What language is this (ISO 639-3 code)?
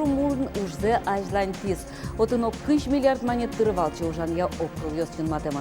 udm